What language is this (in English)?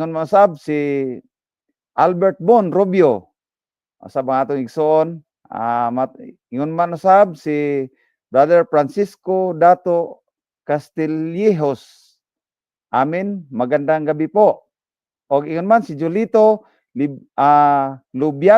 Cebuano